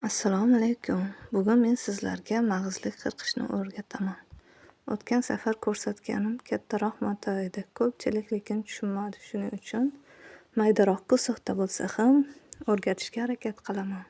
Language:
Uzbek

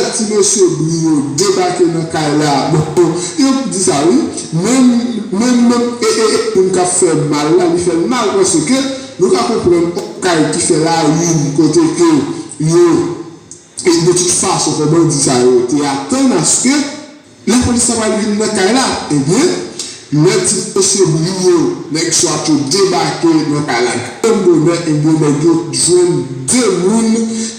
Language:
Haitian Creole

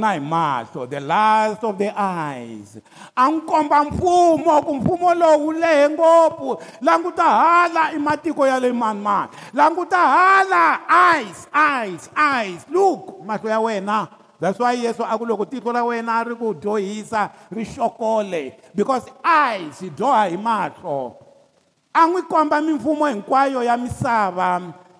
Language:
Tsonga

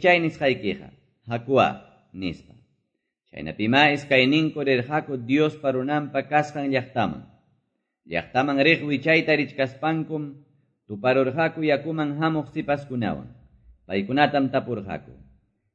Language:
Quechua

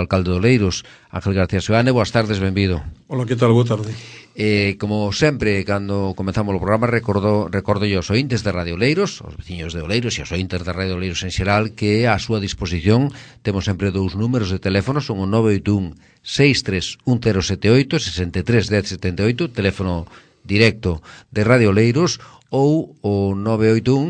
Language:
Galician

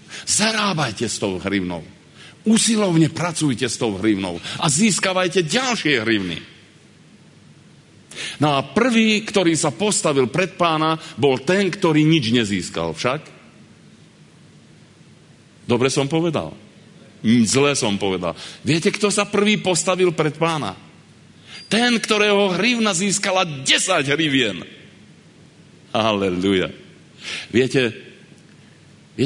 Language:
Slovak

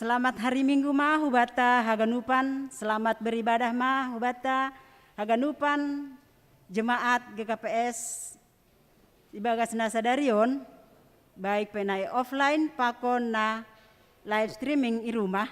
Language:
Batak Simalungun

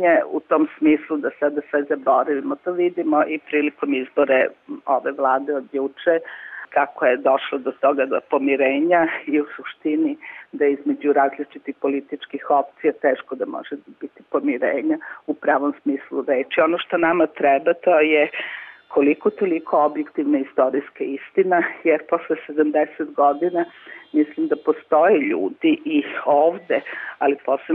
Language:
Serbian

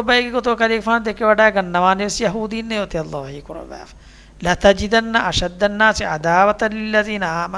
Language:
Divehi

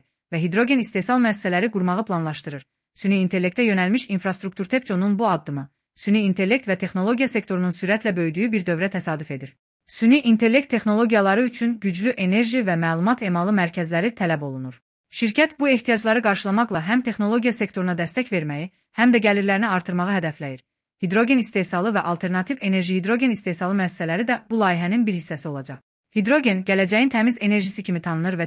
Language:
Azerbaijani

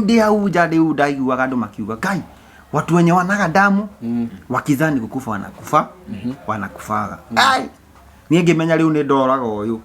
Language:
Kikuyu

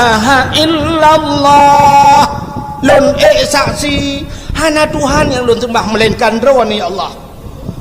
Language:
Achinese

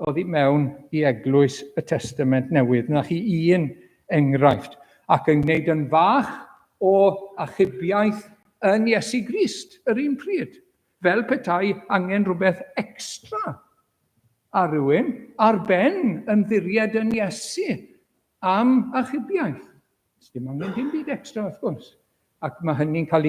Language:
Welsh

